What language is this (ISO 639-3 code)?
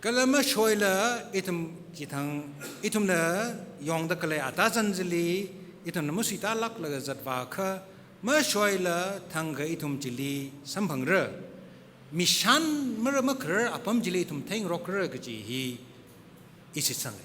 nmf